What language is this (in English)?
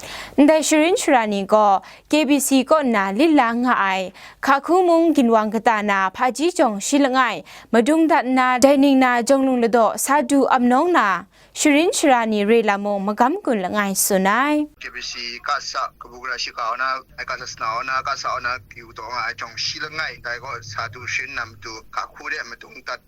Kachin